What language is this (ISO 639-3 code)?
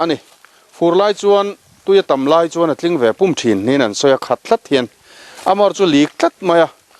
lus